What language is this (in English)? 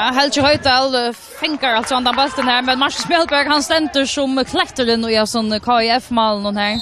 Faroese